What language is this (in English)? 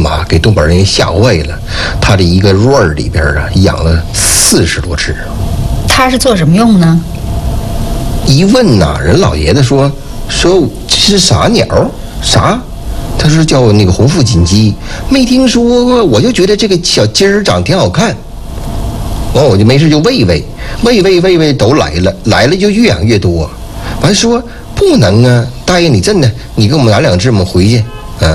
Chinese